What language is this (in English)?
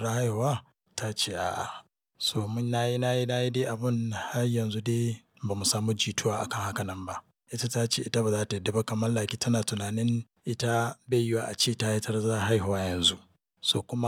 Hausa